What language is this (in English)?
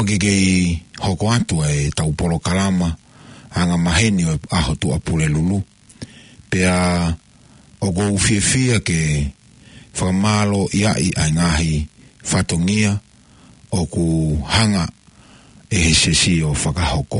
Tongan